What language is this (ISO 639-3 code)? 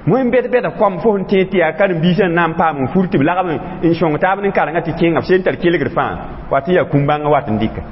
mos